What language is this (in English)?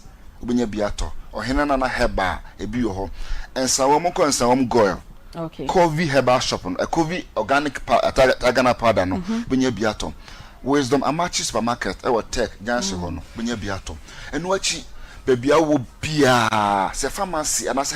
Akan